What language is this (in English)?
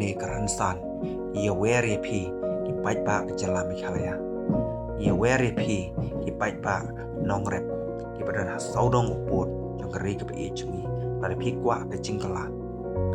Khasi